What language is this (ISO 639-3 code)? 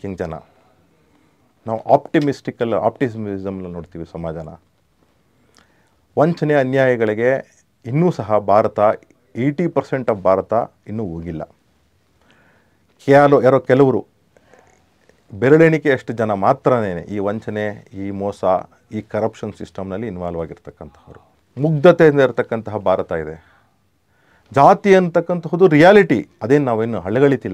kan